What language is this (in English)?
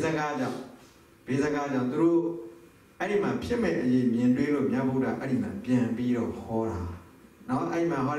Burmese